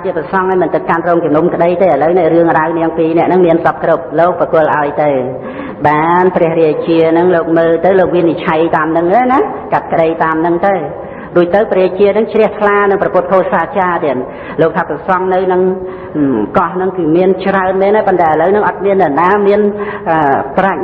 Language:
Khmer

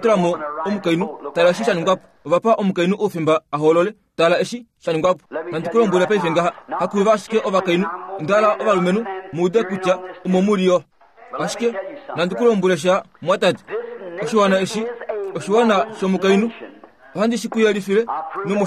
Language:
Kuanyama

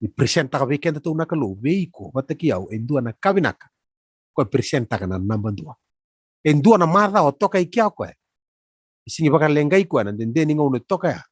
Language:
Fijian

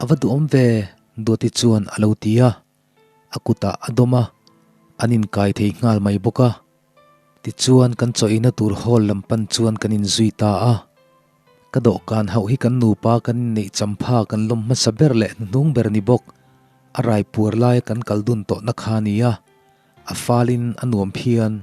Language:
Mizo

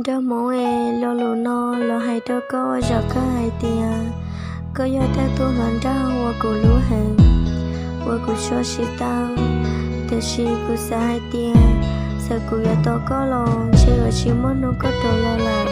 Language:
Hmong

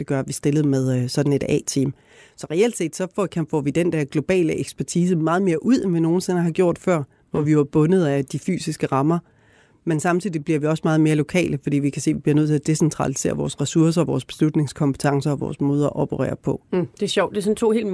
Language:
Danish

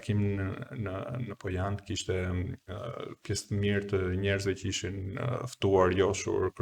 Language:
Albanian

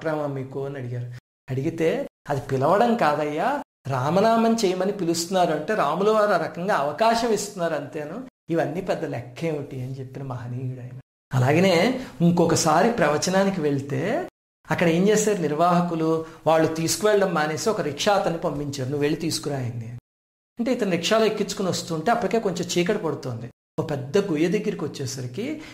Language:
Telugu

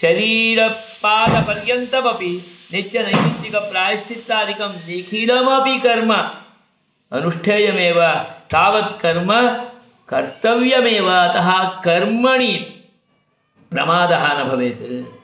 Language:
Sanskrit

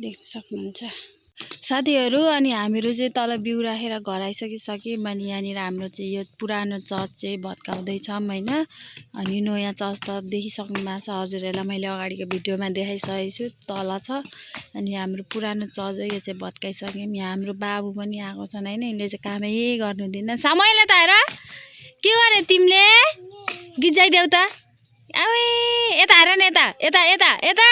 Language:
Nepali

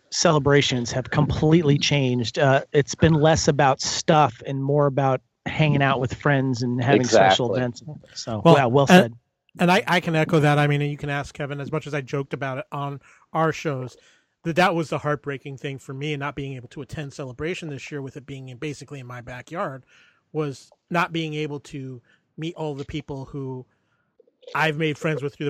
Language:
English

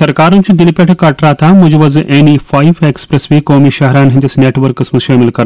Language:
Kashmiri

